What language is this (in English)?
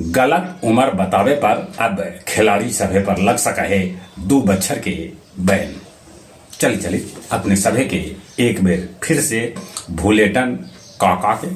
Magahi